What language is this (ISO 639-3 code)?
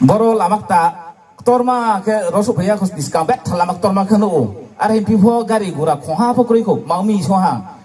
ria